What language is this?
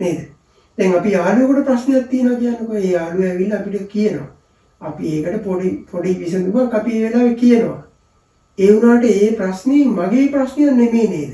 Sinhala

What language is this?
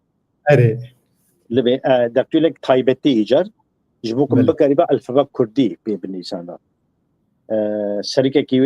Kurdish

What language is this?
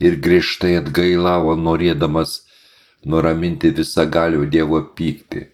Lithuanian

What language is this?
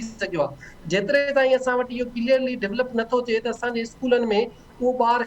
Sindhi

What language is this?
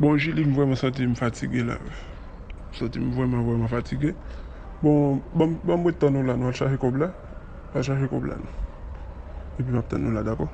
Haitian Creole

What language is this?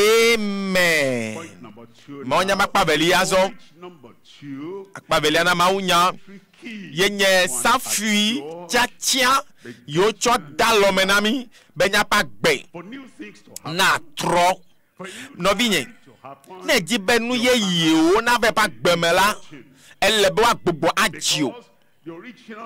Ewe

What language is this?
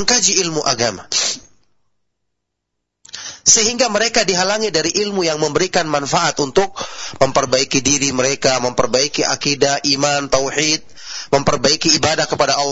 Indonesian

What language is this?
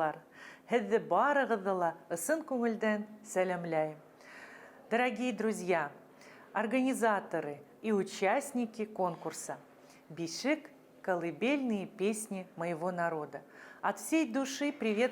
Bashkir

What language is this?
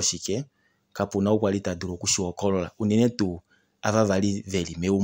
Kuanyama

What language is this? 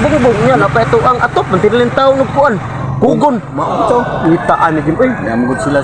Cebuano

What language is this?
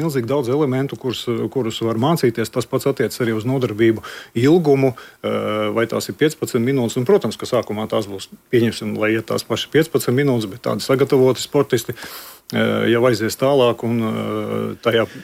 Latvian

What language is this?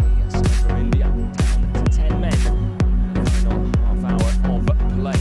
Khasi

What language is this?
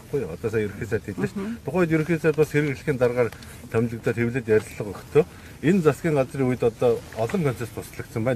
Mongolian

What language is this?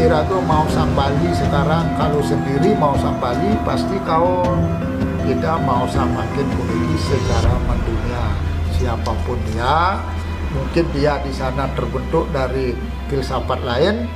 Balinese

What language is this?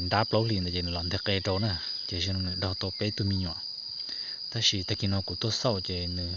Hmong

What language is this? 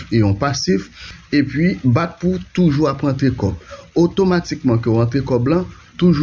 Haitian Creole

